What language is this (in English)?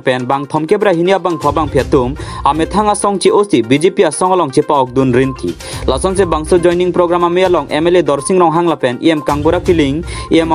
Karbi